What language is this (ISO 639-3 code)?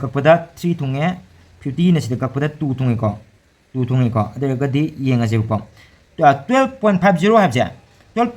mni